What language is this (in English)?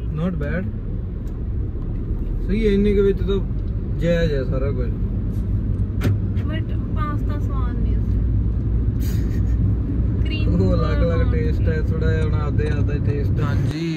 Punjabi